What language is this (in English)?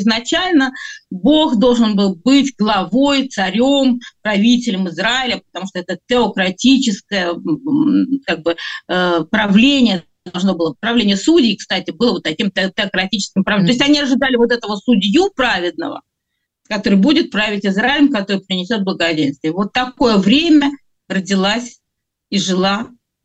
Russian